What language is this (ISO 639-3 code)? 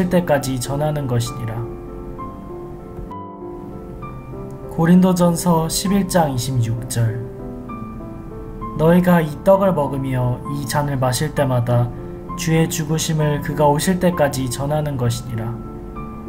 kor